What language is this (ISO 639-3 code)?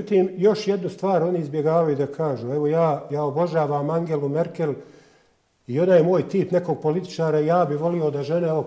bos